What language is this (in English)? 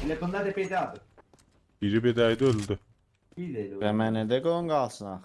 South Azerbaijani